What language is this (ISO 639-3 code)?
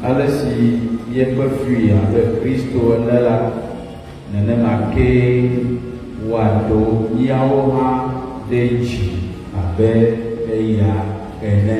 ewe